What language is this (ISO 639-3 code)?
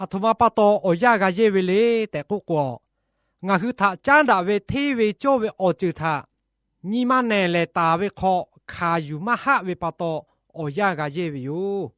lhu